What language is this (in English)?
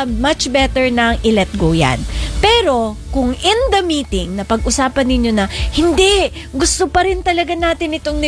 Filipino